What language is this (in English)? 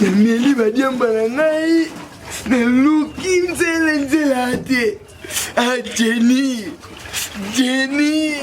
Lingala